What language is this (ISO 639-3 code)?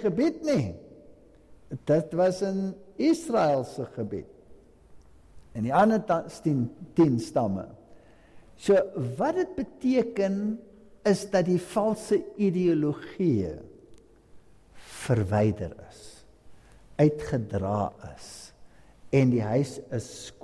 afr